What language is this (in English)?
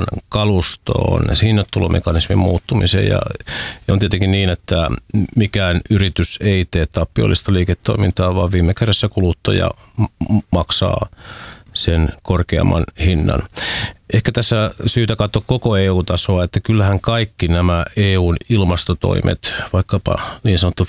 Finnish